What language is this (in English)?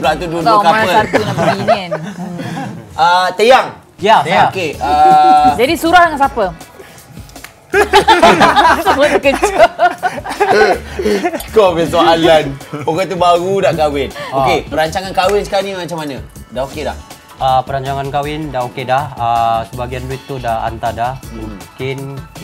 Malay